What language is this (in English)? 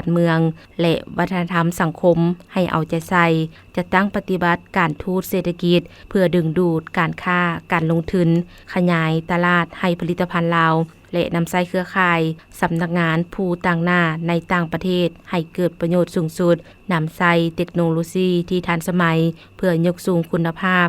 Lao